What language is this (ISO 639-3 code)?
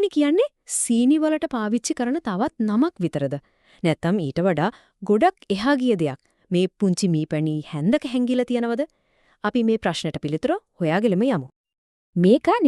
sin